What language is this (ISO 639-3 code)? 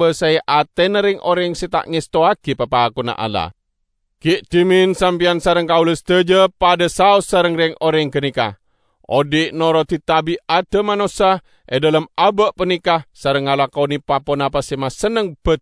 mad